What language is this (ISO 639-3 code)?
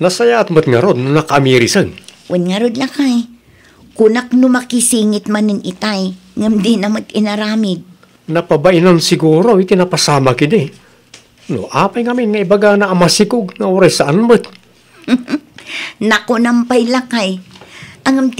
ilo